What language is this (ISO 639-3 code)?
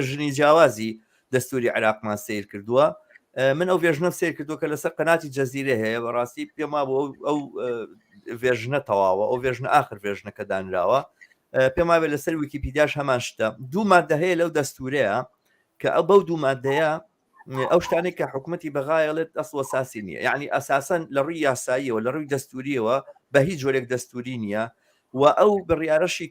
ckb